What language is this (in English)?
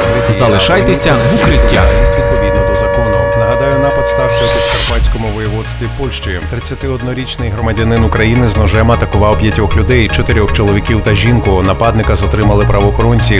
Ukrainian